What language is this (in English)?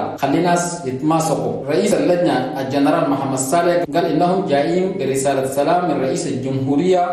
Chadian Arabic